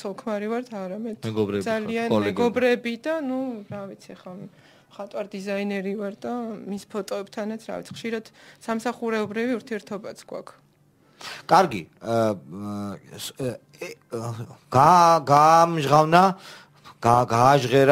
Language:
Georgian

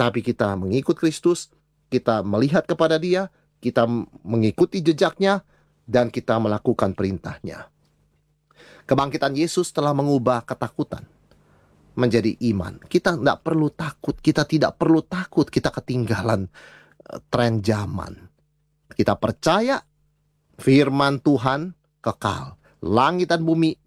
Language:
Indonesian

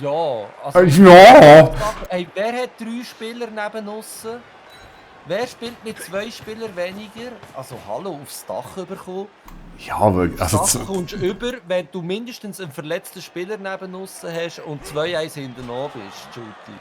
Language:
Swiss German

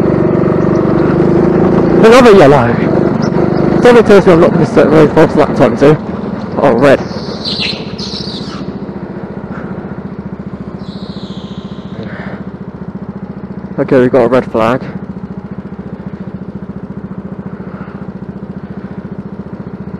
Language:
English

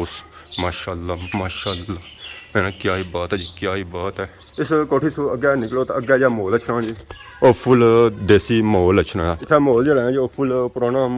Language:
Pahari-Potwari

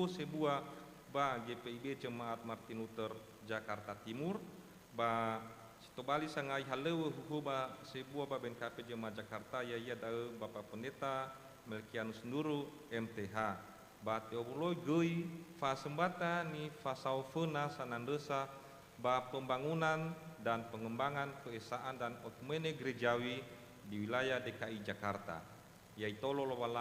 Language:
Nias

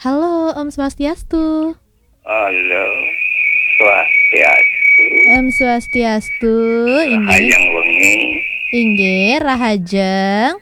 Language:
Balinese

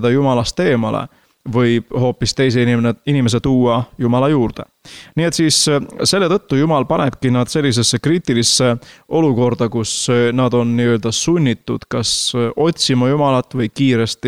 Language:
Estonian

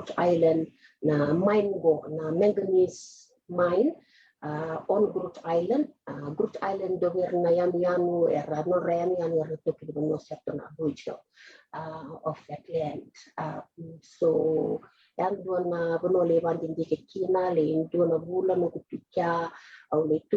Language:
Fijian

